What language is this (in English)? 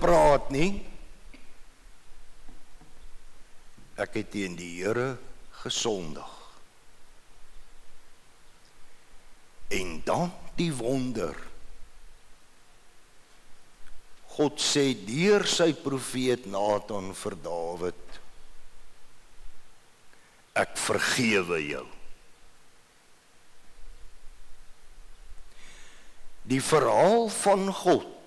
Afrikaans